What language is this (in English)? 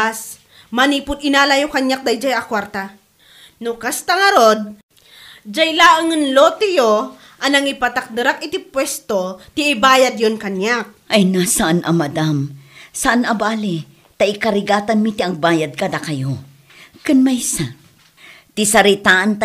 Iloko